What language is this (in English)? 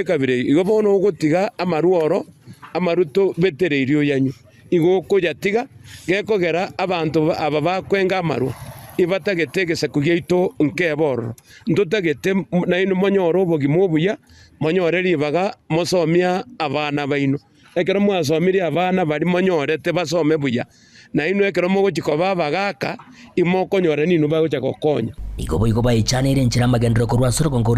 Gusii